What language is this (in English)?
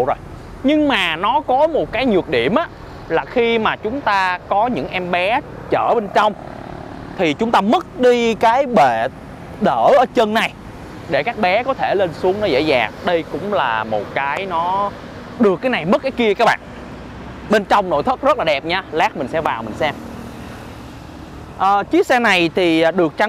Vietnamese